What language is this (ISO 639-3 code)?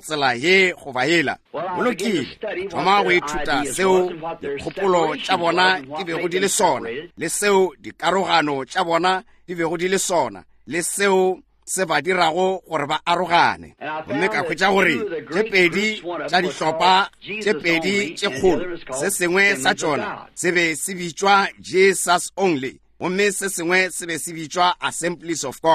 nso